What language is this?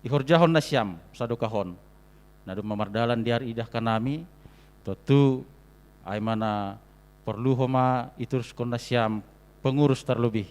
Batak Simalungun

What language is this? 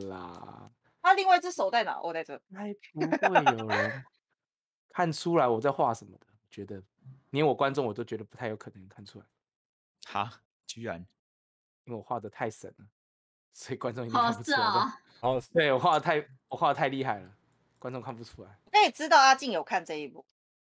Chinese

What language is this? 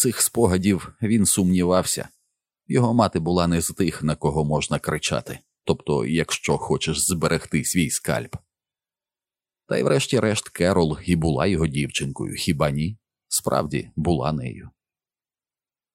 Ukrainian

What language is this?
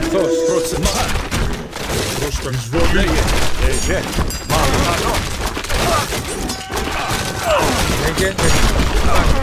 Greek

